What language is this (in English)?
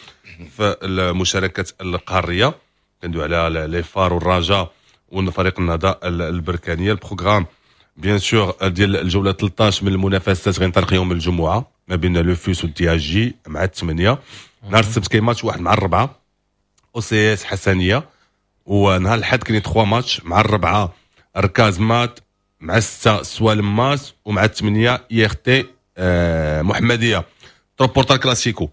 Moroccan Arabic